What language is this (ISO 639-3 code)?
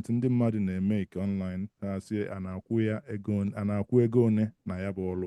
ibo